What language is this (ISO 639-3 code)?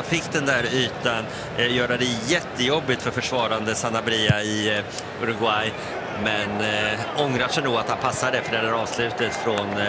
swe